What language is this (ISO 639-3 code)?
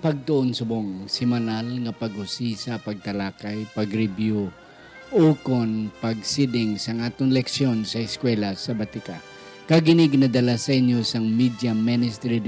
hil